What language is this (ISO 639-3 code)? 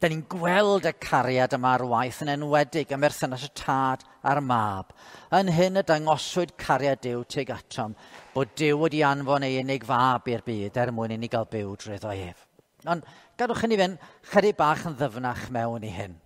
cym